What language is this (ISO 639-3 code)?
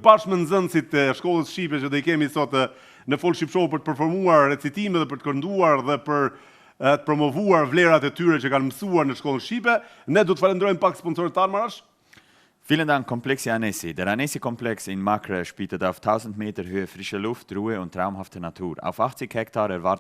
sqi